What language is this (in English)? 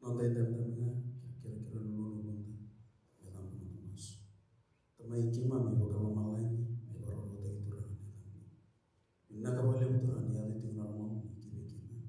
Fijian